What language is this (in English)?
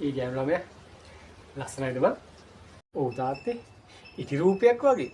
Sinhala